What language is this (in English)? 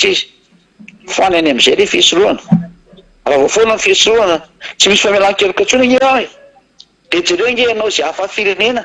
Malagasy